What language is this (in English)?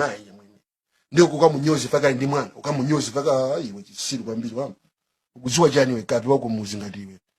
Nyanja